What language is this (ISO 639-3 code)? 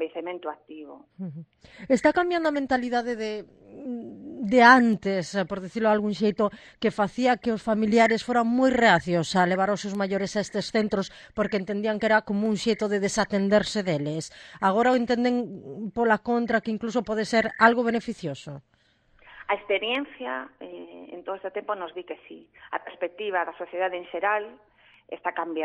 glg